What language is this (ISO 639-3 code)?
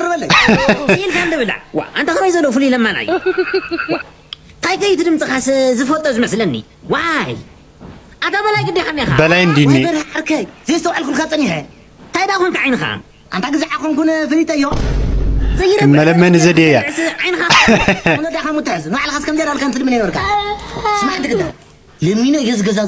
tir